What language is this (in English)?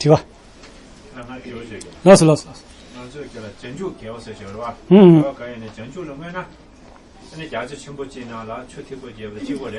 Tibetan